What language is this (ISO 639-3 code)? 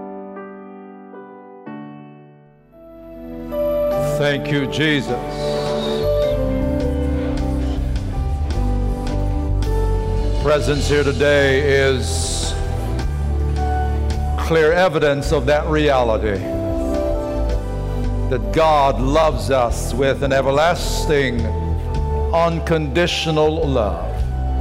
eng